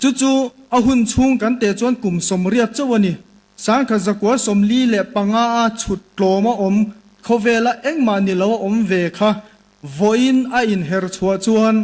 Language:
Mizo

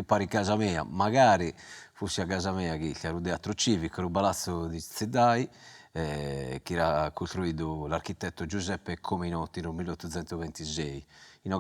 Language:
Sardinian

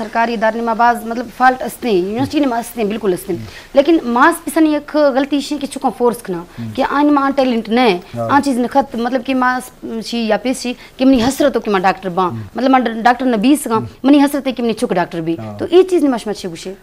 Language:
Eastern Balochi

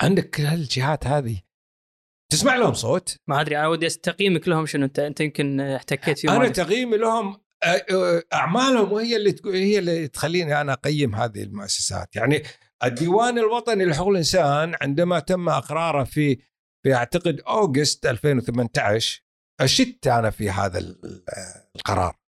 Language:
Gulf Arabic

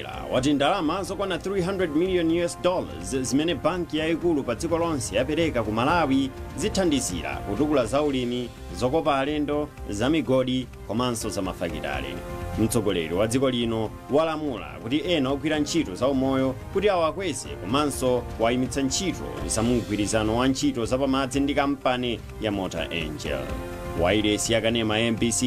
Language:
Nyanja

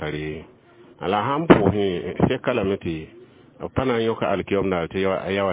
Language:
Mossi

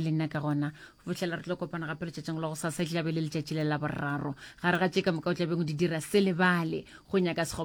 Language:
Northern Sotho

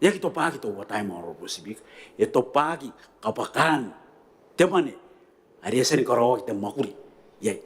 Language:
Gilbertese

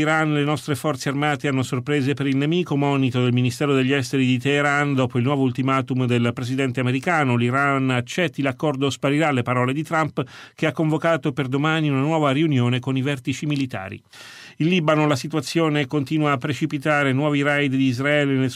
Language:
Italian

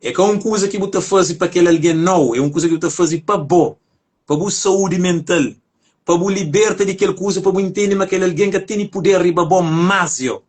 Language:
Kabuverdianu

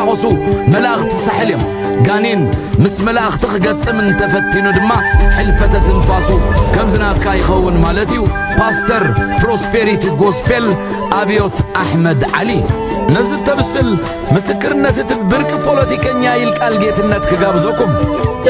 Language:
Tigrinya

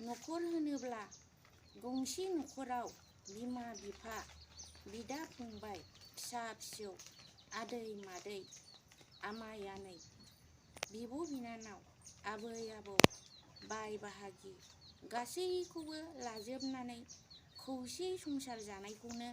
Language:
Bodo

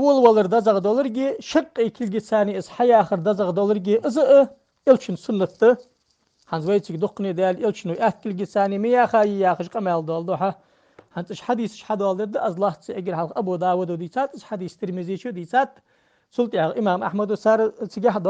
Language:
Ingush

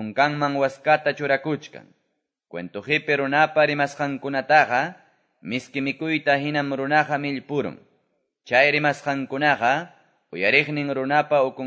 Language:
Quechua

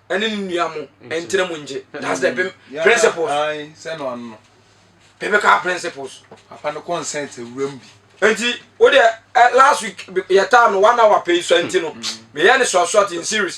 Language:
Akan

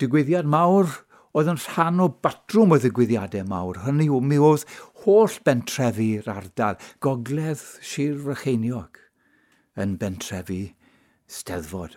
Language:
Welsh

